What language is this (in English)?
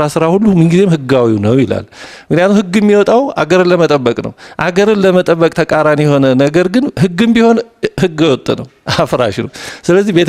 Amharic